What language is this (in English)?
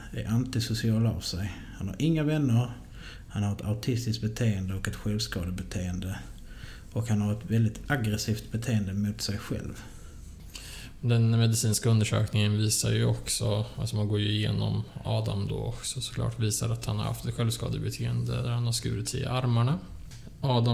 Swedish